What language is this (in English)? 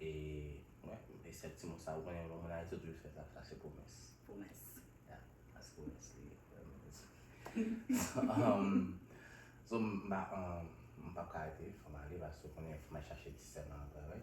Haitian Creole